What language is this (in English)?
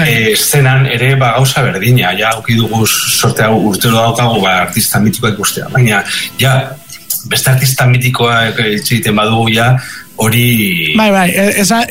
Basque